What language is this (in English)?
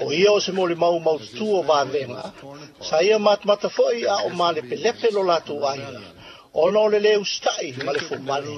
Samoan